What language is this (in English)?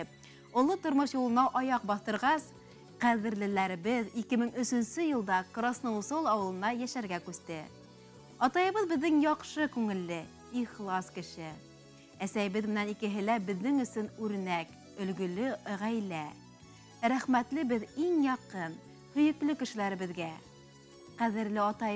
Bashkir